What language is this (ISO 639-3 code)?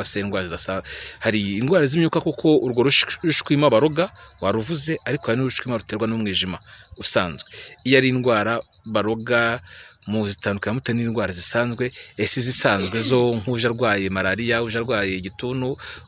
kin